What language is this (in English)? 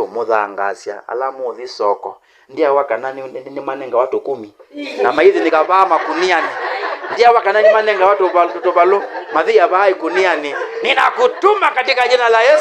Kamba